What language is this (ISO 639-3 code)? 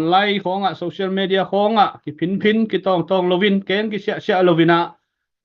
ctd